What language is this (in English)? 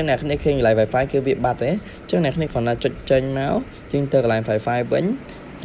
Khmer